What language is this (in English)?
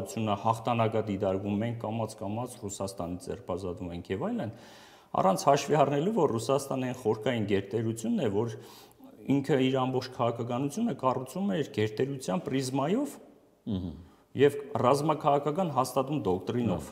Armenian